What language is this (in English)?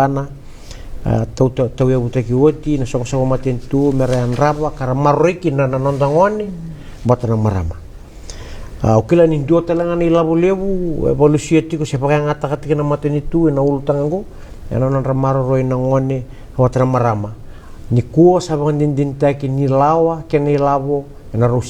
Fijian